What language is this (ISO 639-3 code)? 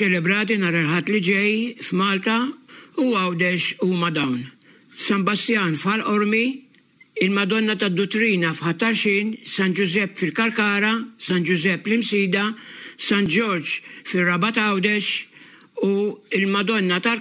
mlt